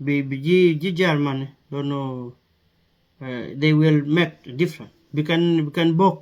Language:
Nuer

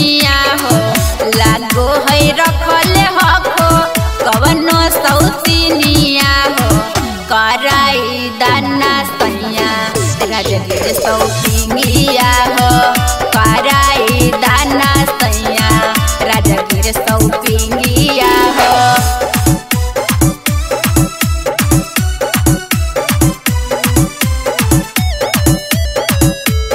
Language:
Magahi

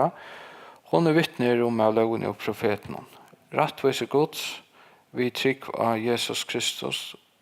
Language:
Faroese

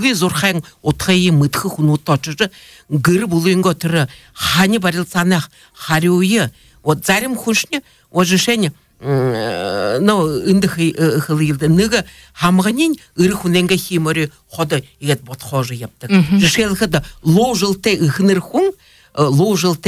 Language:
Buriat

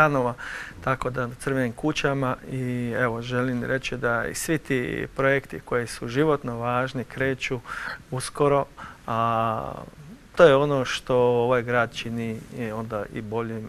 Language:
Croatian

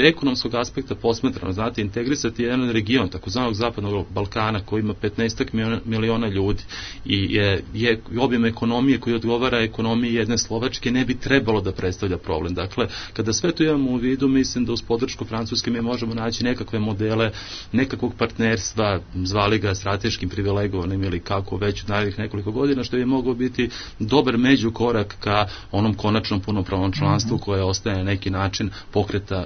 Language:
Serbian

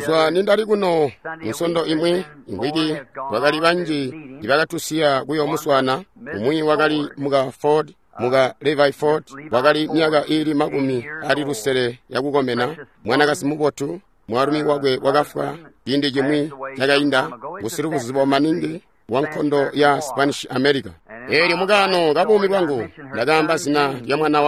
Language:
Tonga (Zambia)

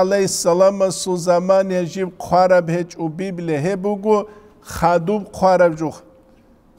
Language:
Avaric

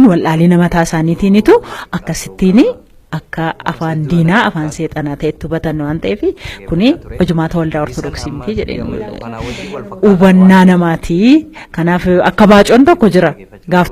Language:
Oromo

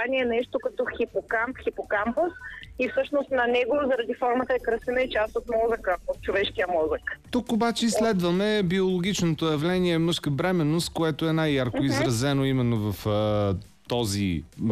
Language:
Bulgarian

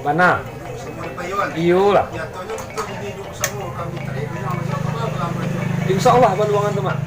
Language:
Minangkabau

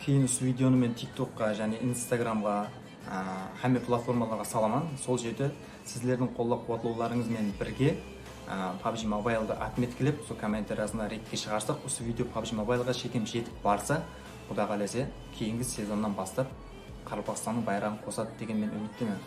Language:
Kara-Kalpak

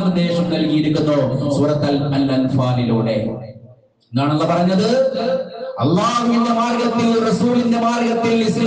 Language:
Malayalam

